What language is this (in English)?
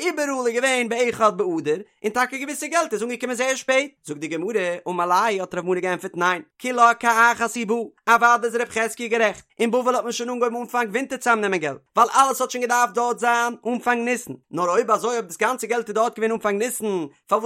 Yiddish